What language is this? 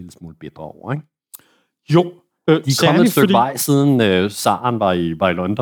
Danish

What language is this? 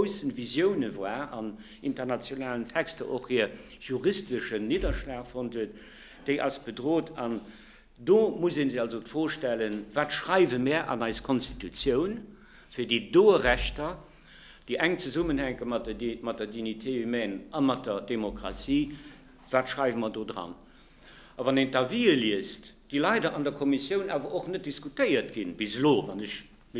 Luxembourgish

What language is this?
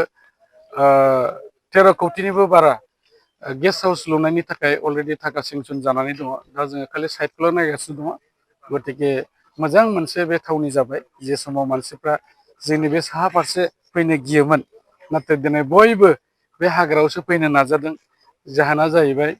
Bodo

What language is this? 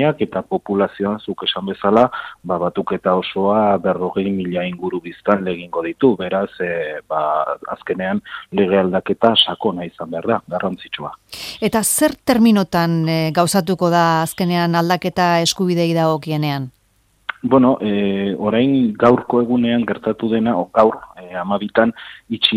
Basque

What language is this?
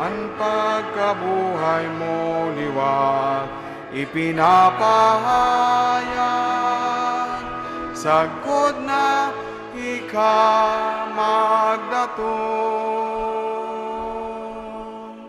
Bikol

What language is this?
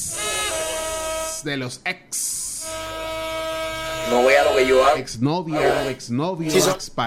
Spanish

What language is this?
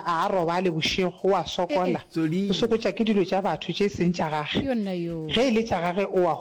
Northern Sotho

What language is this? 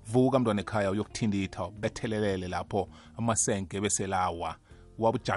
South Ndebele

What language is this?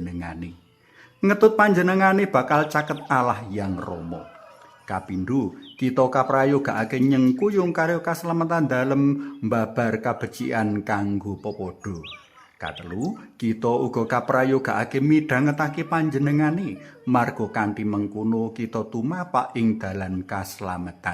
Javanese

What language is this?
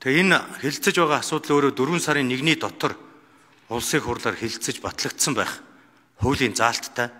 Mongolian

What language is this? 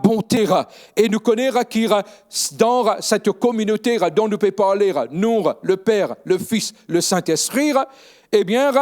Morisyen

